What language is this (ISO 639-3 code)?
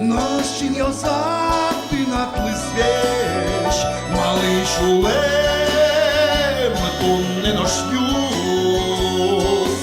udm